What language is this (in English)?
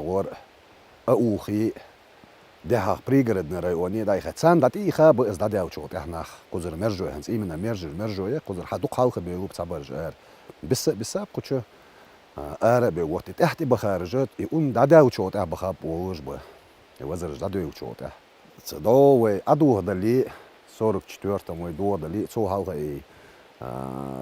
Chechen